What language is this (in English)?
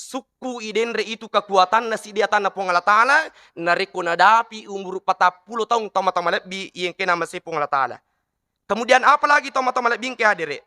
Buginese